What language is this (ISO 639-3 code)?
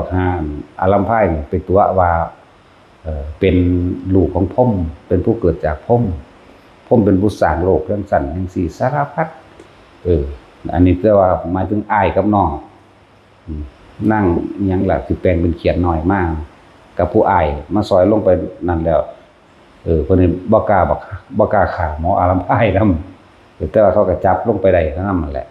tts